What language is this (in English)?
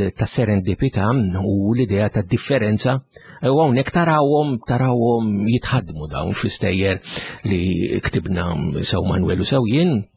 Maltese